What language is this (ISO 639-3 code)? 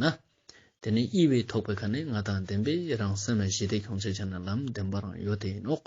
lbj